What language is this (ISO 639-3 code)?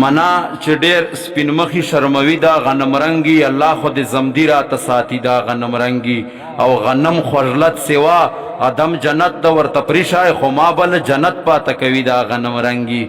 pus